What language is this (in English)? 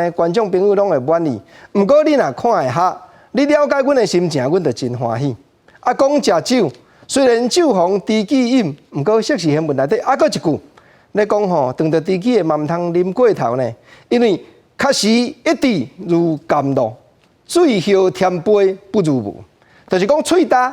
Min Nan Chinese